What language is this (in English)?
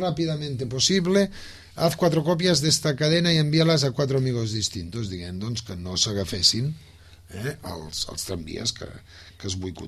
Catalan